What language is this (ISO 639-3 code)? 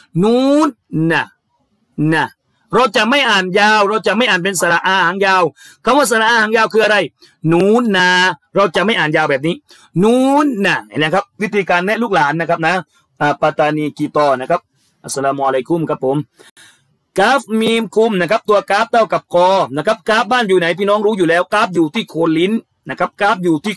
tha